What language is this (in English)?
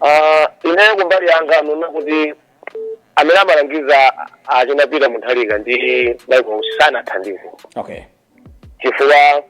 Nyanja